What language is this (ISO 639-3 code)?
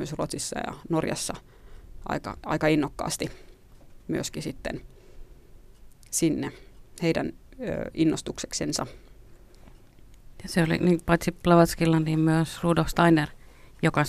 fin